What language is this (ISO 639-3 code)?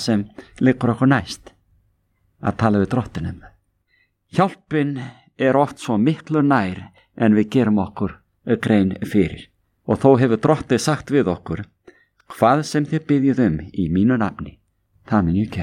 isl